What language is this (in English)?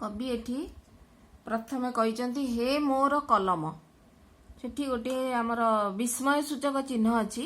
Odia